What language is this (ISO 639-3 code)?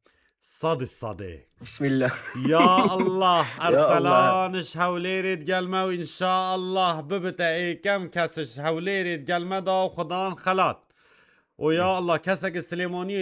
kur